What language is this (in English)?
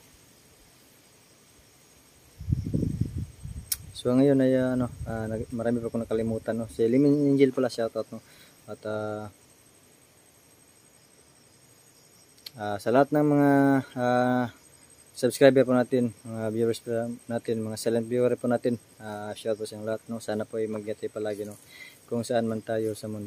Filipino